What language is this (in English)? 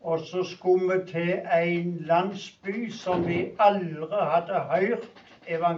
Norwegian